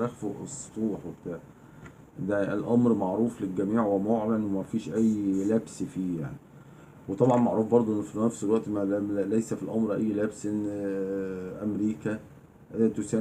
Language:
Egyptian Arabic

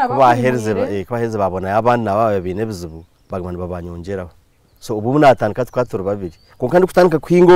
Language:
Nyankole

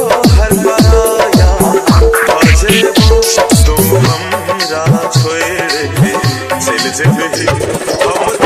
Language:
Bhojpuri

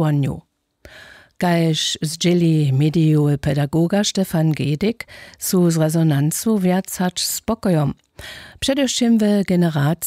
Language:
Upper Sorbian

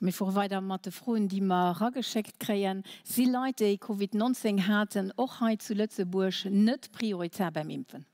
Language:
Luxembourgish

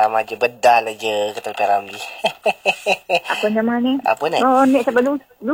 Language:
Malay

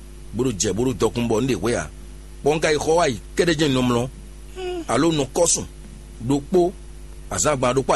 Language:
Fon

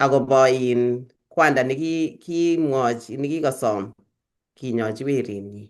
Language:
Kalenjin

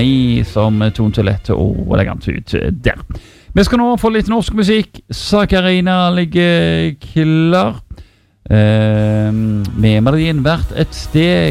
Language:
Norwegian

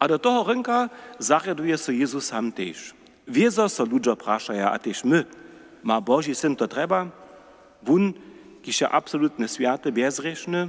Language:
Upper Sorbian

